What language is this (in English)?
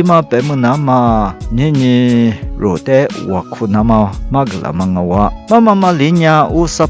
Lisu